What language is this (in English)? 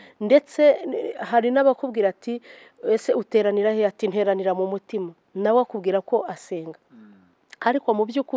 Kinyarwanda